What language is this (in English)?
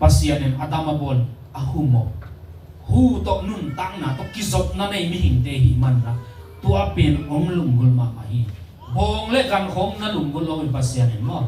Tedim Chin